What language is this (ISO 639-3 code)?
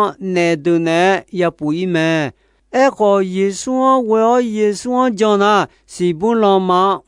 ahk